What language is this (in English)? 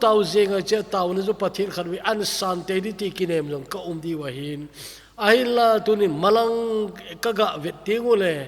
Thado Chin